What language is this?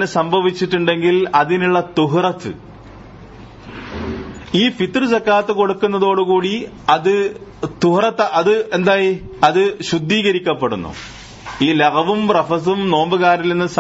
Malayalam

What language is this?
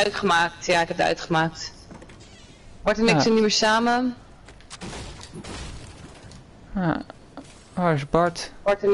Dutch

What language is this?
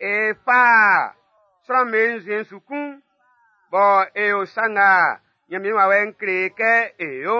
Baoulé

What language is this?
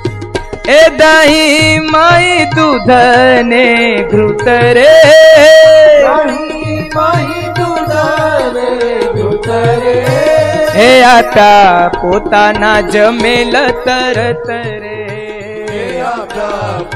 Gujarati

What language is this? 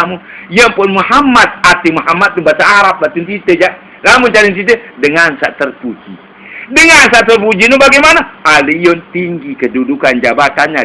Sasak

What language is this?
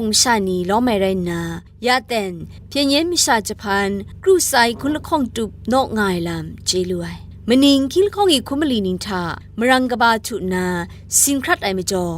Kachin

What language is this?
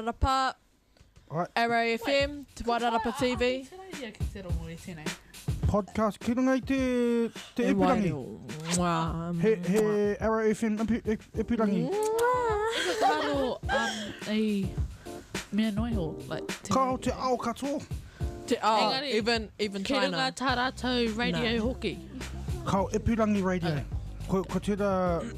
Māori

